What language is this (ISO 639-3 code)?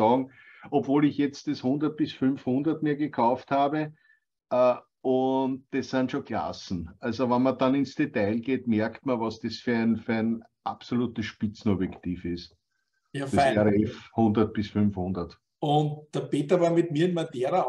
deu